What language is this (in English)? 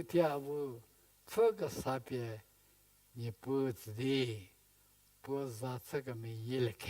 Angami Naga